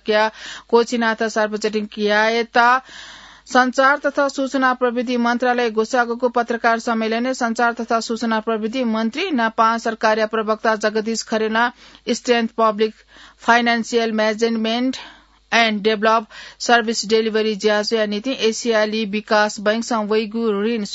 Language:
Newari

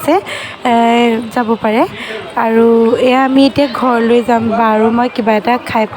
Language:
Assamese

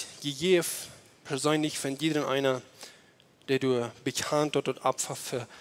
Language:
Plautdietsch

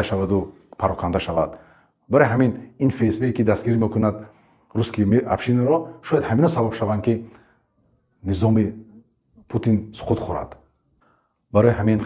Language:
Tajik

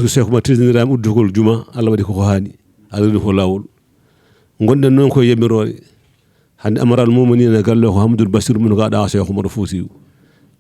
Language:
Fula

